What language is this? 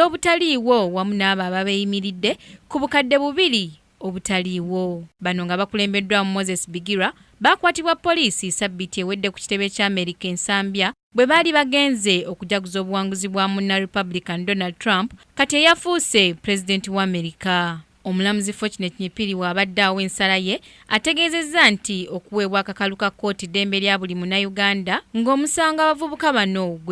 Ganda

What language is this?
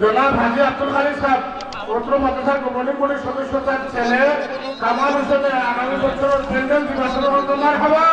Sylheti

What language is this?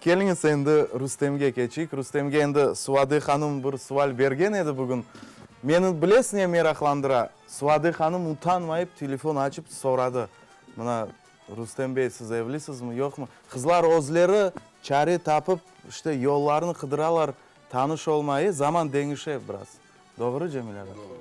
Crimean Tatar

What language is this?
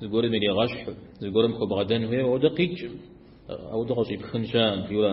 Kabardian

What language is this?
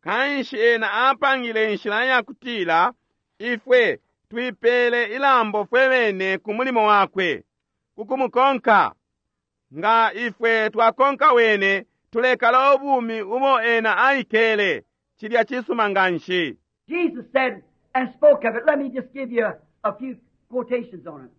Bemba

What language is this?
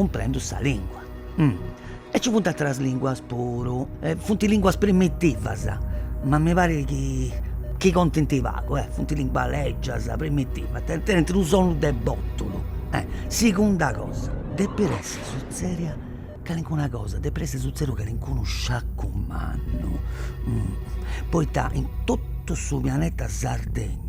Sardinian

